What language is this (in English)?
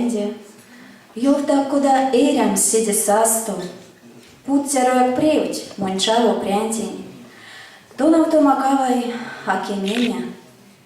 Erzya